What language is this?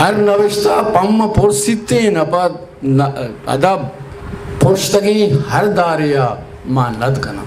Eastern Balochi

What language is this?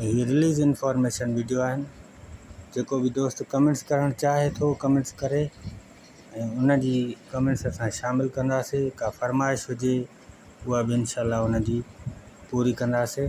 Sindhi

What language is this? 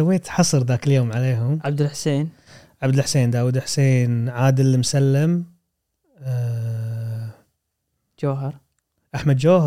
Gulf Arabic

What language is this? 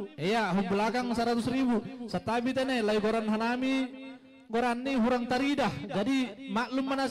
Batak Simalungun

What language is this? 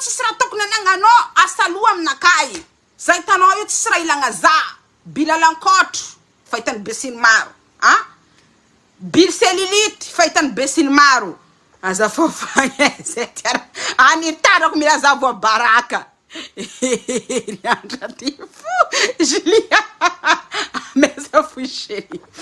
Malagasy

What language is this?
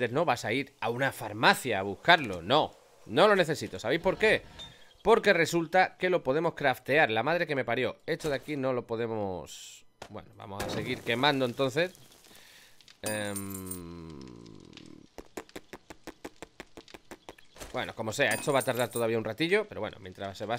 Spanish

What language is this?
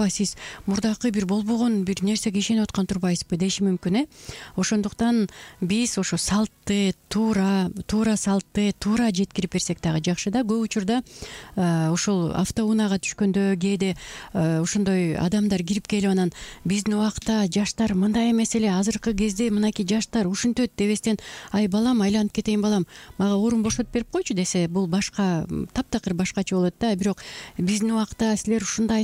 Kyrgyz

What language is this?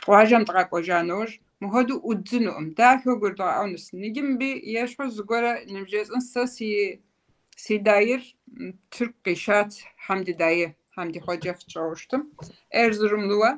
Kabardian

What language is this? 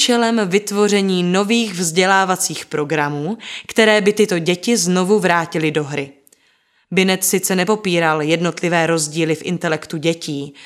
Czech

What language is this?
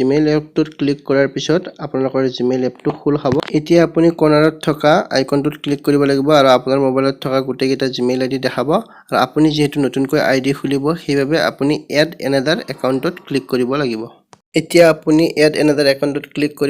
Assamese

